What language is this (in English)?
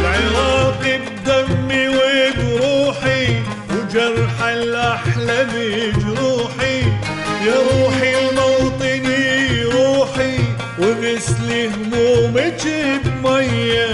Mesopotamian Arabic